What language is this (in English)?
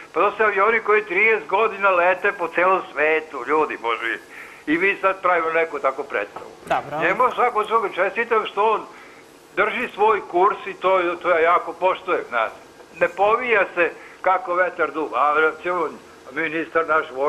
Serbian